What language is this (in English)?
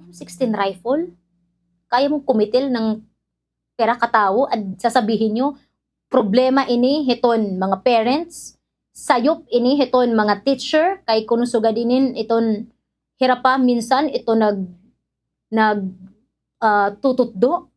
Waray